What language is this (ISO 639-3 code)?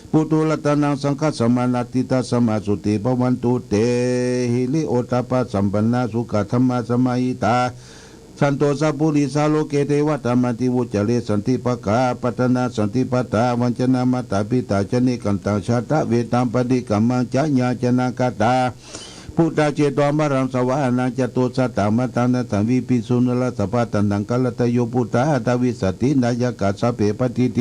pli